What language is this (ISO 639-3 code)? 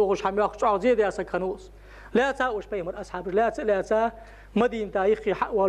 inh